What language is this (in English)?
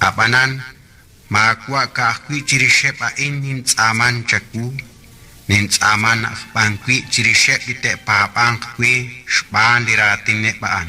Kekchí